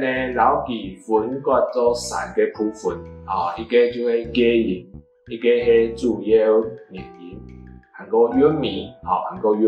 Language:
Hakka Chinese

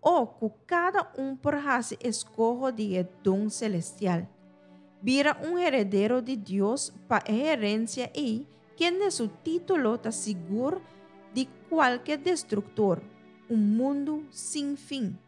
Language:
Papiamento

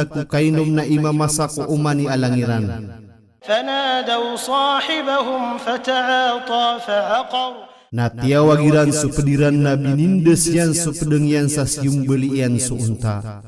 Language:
Maranao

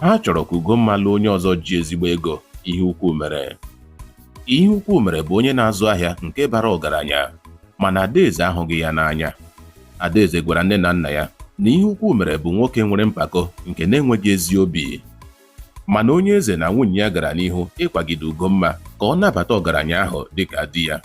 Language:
Igbo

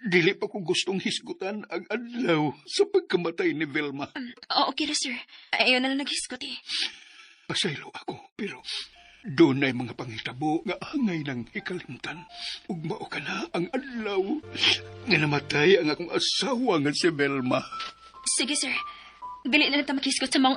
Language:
Cebuano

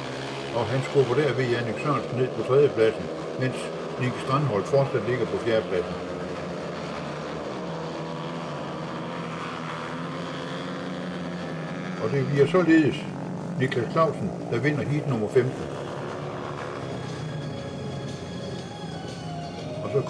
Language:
Danish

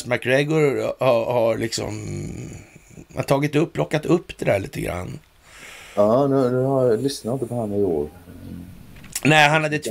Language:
Swedish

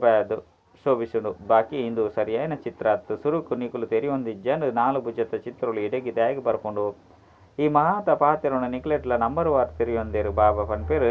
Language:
Tulu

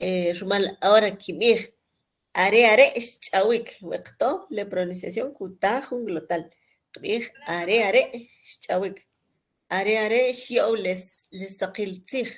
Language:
Kʼicheʼ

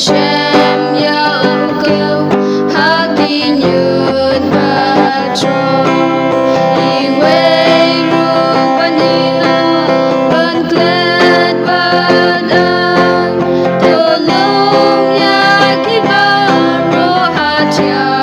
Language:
Khasi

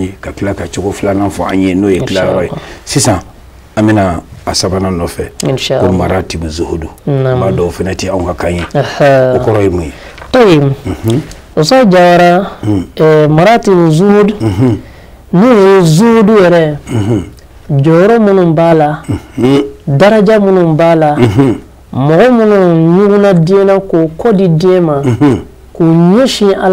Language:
Bambara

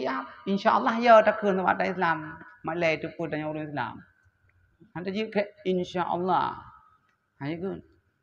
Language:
Achinese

